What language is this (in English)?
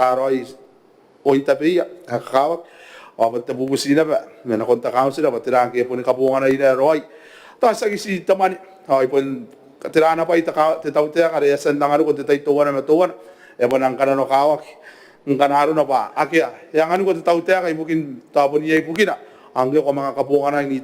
Gilbertese